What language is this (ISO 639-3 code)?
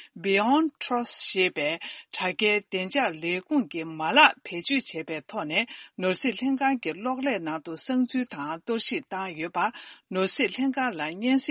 bod